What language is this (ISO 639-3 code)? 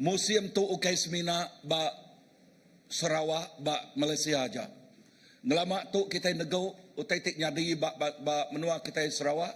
iba